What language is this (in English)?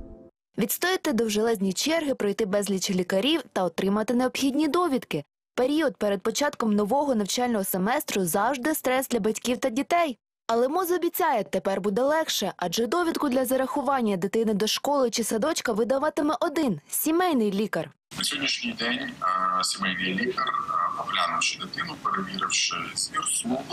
Ukrainian